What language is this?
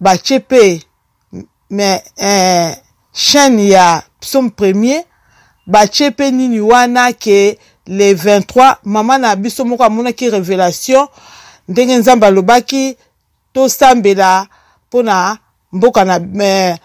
Lingala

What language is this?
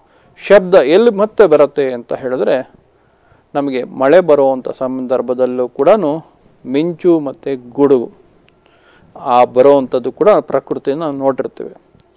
Kannada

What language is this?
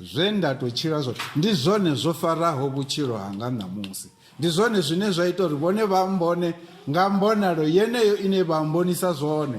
Venda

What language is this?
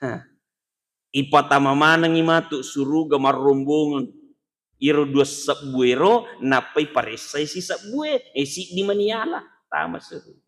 Buginese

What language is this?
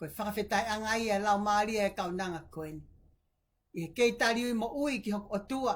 Tongan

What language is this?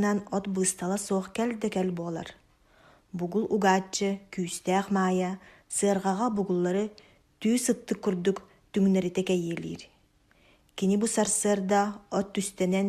Yakut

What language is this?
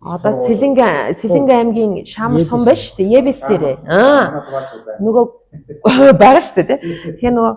Mongolian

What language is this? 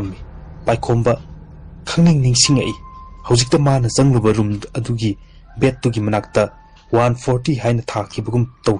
Manipuri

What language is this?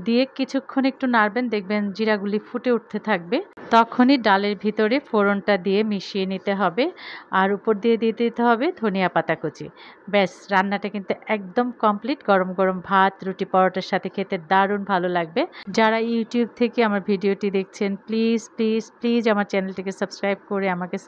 Bangla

